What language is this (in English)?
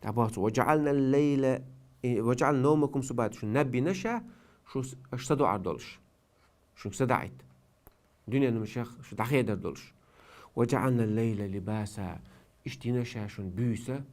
Chechen